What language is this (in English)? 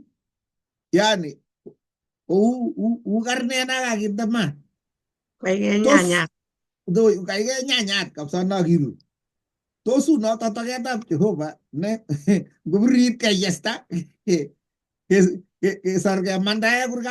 Kalenjin